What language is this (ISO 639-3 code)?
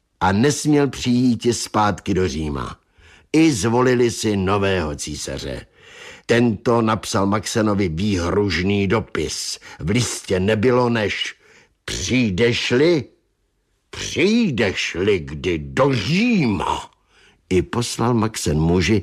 ces